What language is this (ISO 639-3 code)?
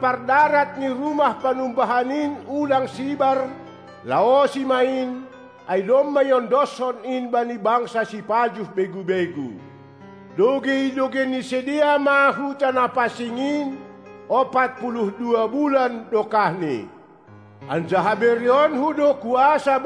bts